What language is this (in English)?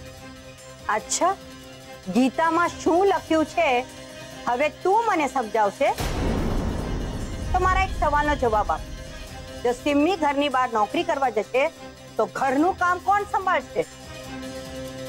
Gujarati